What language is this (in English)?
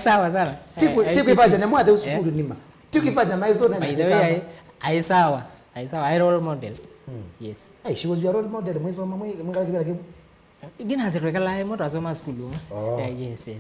Kamba